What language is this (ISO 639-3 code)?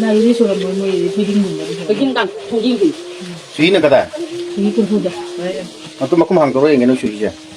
mni